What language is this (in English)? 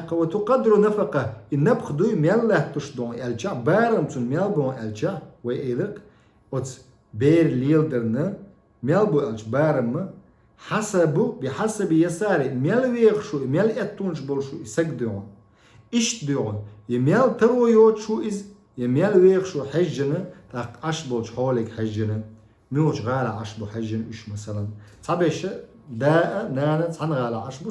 Chechen